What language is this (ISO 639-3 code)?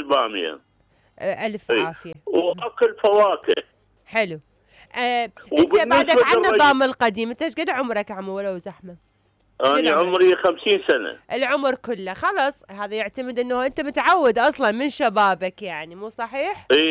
acm